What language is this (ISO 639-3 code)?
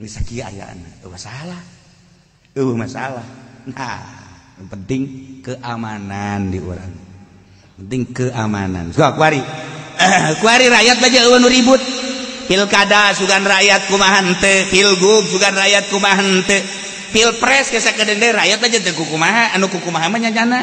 sun